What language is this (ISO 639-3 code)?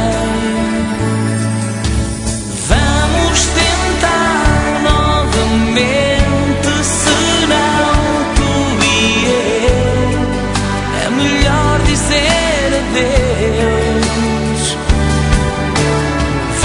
por